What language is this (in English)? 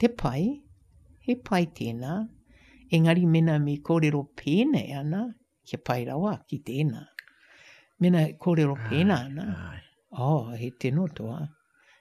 Māori